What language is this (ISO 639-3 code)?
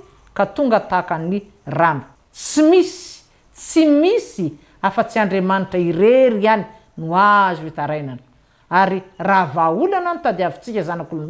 mlg